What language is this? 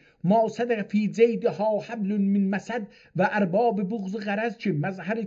South Azerbaijani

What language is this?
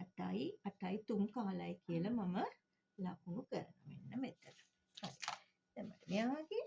Sinhala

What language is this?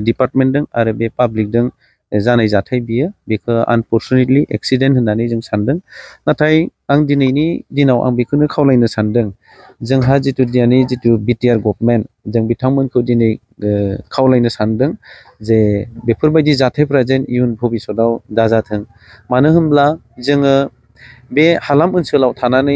Bodo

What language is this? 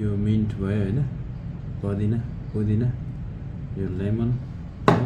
Nepali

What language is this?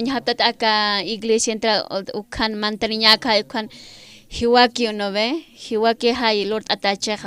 Aymara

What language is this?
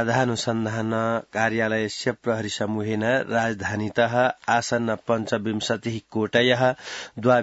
Sanskrit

